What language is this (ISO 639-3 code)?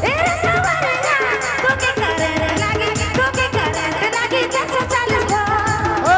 sck